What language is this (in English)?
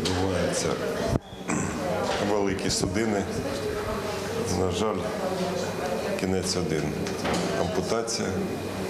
Ukrainian